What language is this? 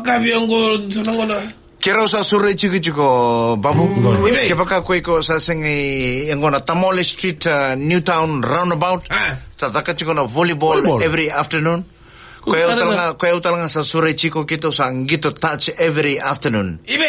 Fijian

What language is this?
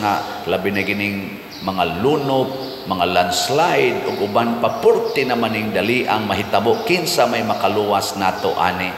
Cebuano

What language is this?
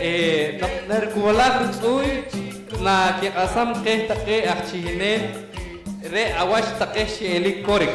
Poqomchi'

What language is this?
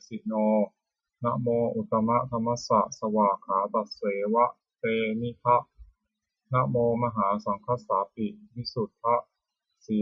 Pali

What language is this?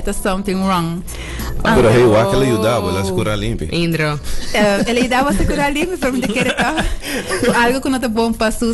Papiamento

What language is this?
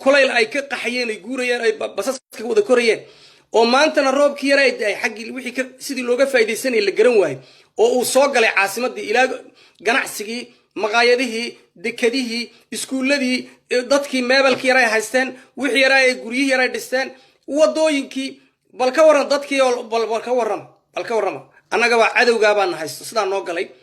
Somali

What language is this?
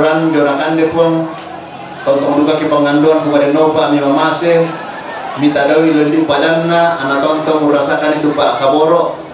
Toraja-Sa'dan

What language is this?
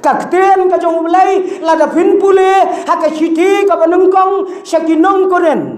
Khasi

